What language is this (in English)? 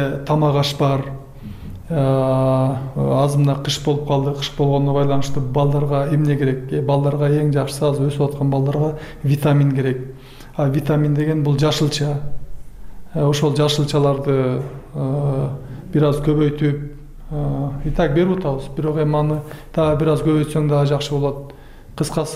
Kyrgyz